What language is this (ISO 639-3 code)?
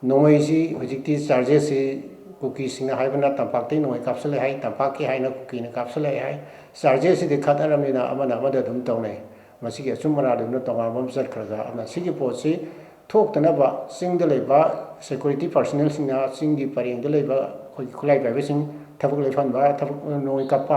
mni